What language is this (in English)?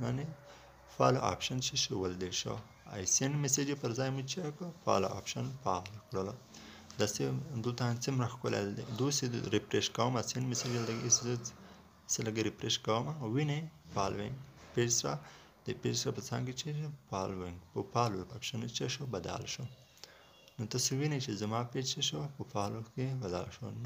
Pashto